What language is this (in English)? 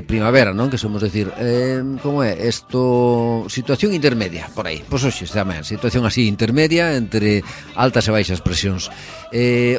Galician